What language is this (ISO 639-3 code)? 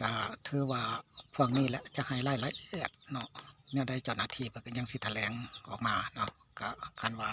lao